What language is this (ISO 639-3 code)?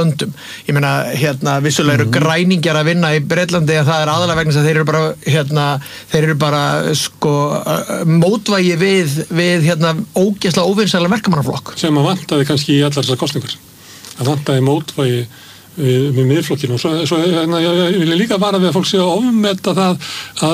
isl